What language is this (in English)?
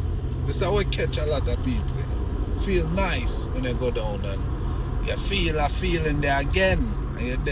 Jamaican Creole English